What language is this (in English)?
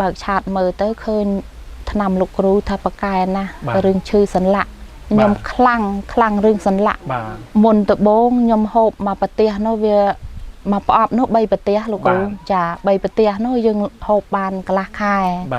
Khmer